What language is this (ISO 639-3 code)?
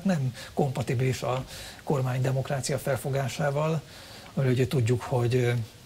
hun